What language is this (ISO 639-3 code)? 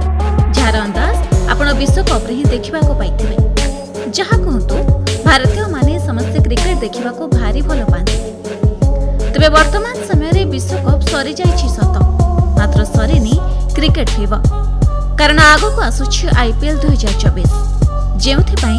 ori